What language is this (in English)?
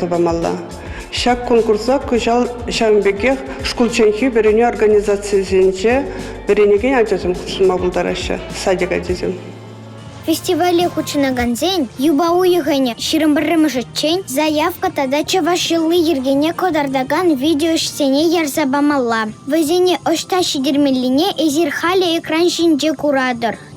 Chuvash